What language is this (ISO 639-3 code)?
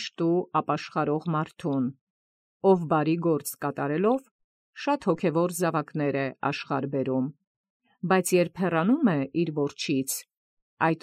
hye